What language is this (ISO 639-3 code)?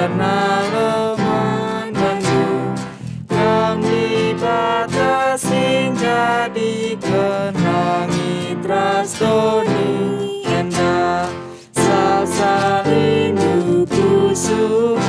btx